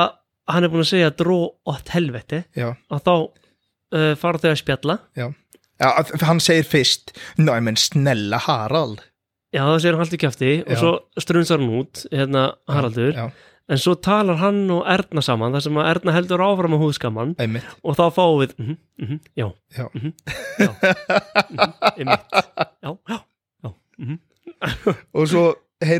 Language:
Icelandic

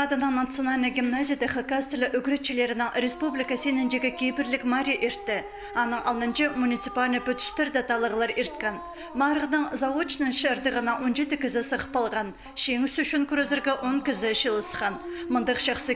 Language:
Khakas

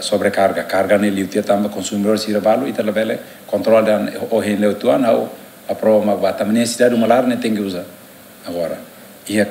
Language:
Tetum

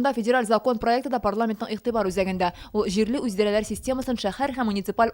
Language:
Tatar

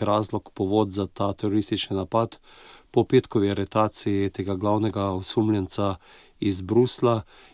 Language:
Slovenian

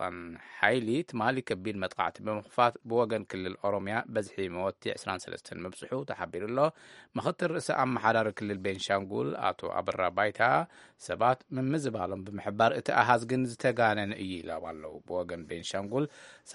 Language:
Tigrinya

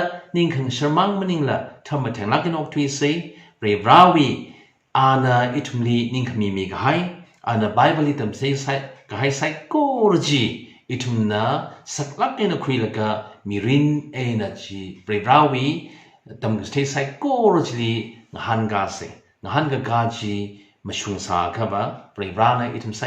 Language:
Tangkhul Naga (India)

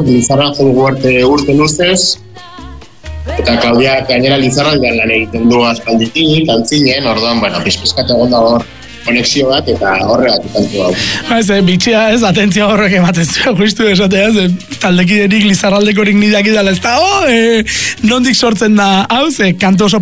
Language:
Basque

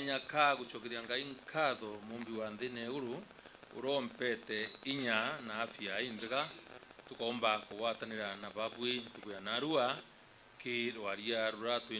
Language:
Meru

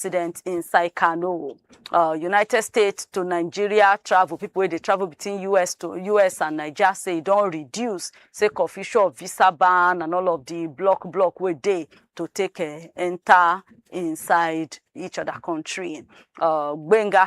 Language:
Nigerian Pidgin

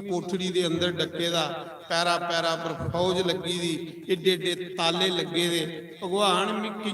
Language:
Dogri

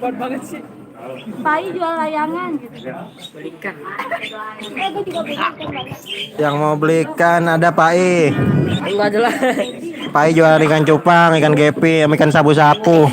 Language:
Betawi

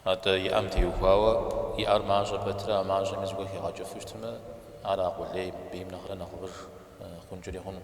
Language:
Kabardian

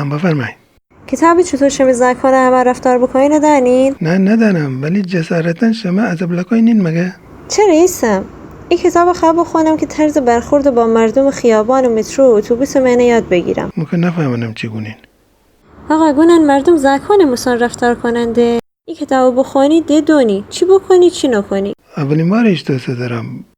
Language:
Gilaki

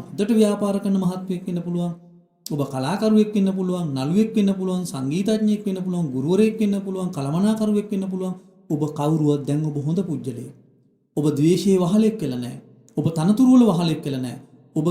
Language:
Sinhala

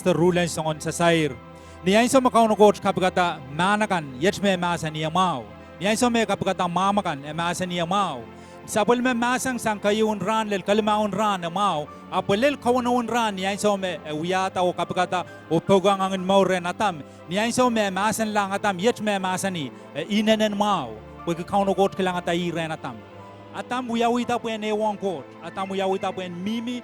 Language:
Pohnpeian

